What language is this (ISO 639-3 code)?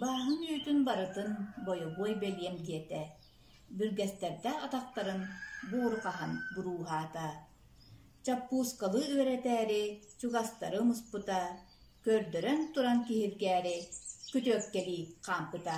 sah